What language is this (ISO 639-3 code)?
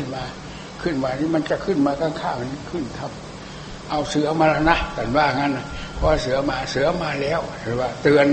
tha